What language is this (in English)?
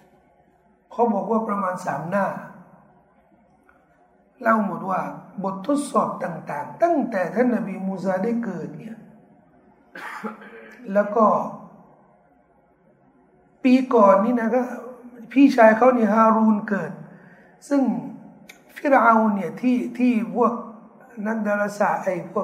Thai